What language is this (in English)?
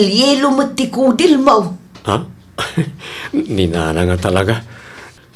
Iloko